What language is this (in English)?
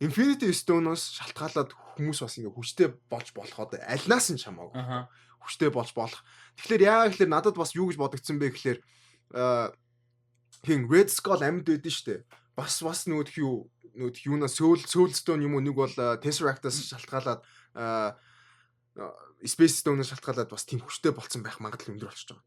Mongolian